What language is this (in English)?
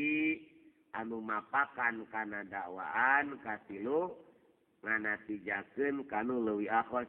Sundanese